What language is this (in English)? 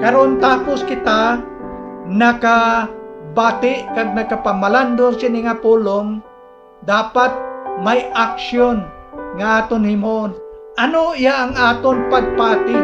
Hiligaynon